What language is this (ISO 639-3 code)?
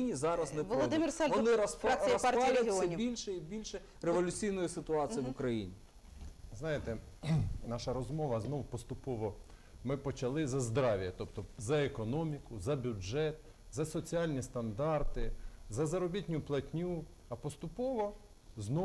ukr